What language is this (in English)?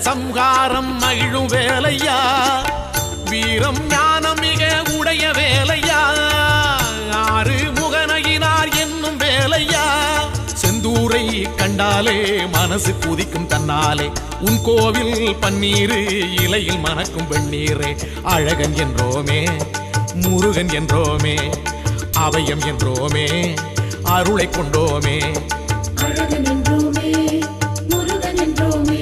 Tamil